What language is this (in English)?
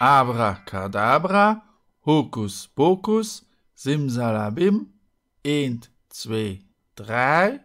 Luxembourgish